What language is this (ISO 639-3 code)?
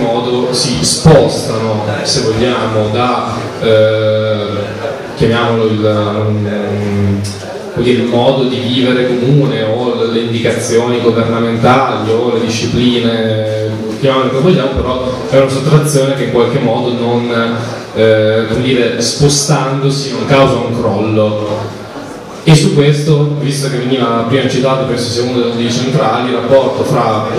ita